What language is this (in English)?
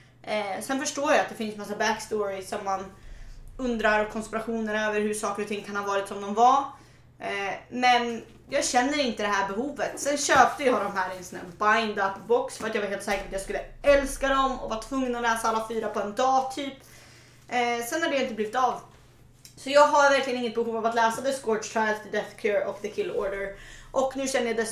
Swedish